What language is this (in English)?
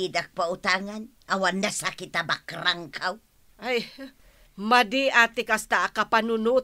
Iloko